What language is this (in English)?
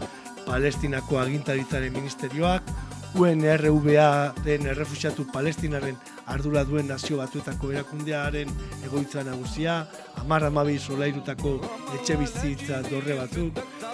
Basque